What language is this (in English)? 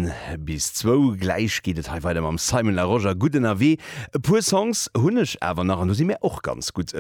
Luxembourgish